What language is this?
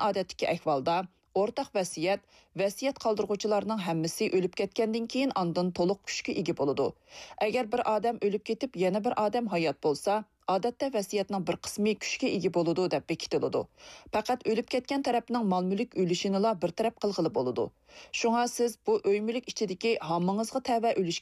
Uyghur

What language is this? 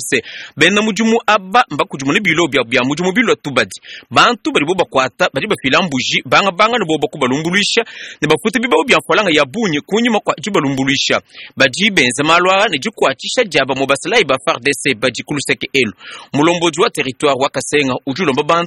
Luba-Lulua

